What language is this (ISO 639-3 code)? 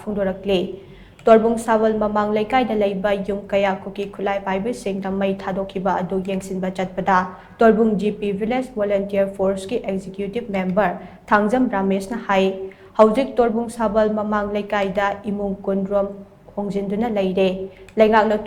mni